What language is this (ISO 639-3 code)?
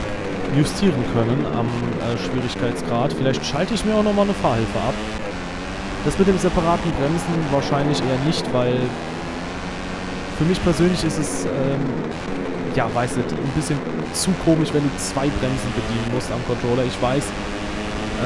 deu